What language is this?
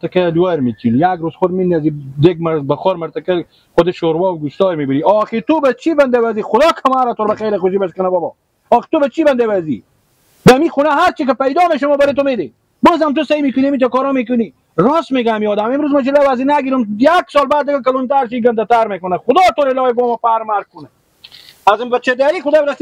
Persian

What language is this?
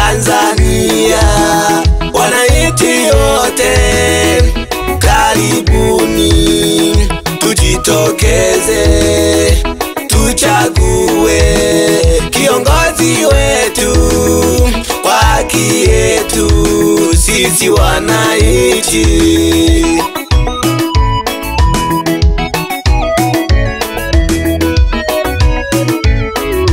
Swahili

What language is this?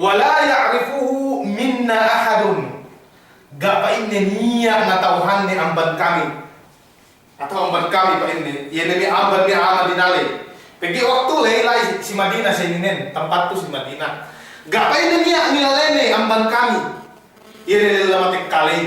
Yakan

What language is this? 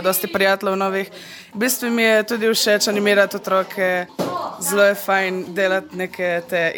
Slovenian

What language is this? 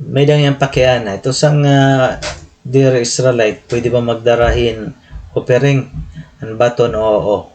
Waray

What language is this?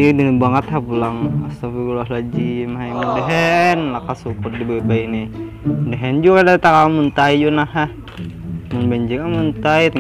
Banjar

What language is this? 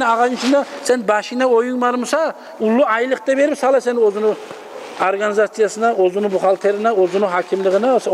Kumyk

